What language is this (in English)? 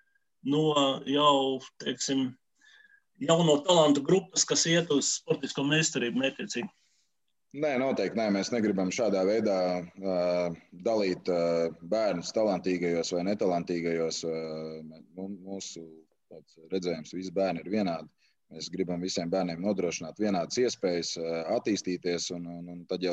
Latvian